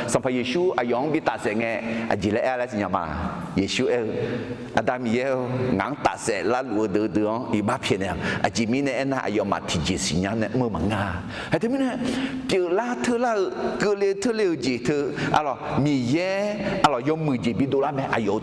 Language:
Akha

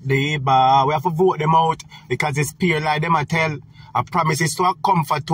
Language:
Jamaican Creole English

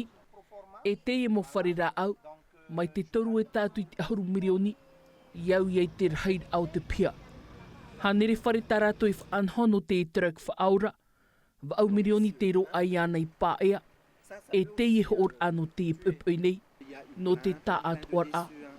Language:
Tahitian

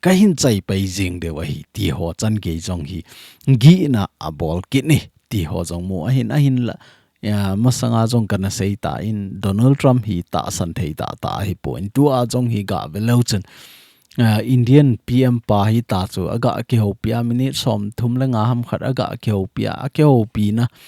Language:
Thado Chin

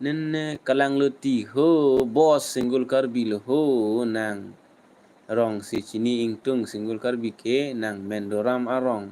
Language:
Karbi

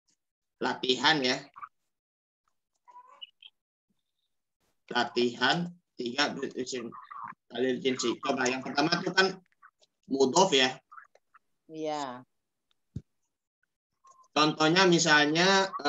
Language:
Indonesian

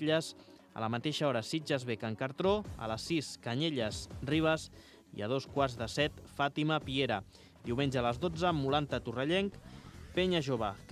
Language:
Catalan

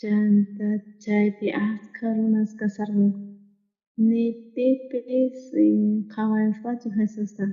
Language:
South Bolivian Quechua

